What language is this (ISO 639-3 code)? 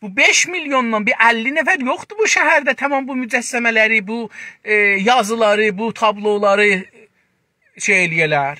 azb